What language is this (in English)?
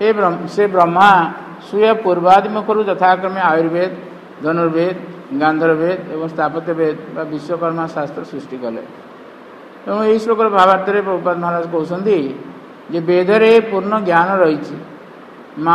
Odia